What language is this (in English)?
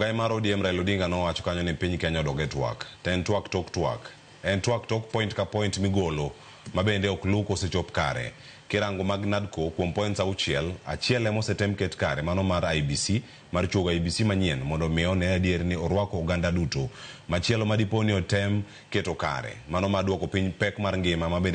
Luo (Kenya and Tanzania)